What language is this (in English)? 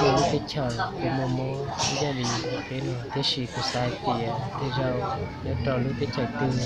Hmong